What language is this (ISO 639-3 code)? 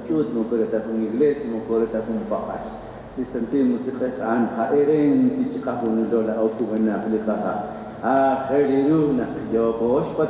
kek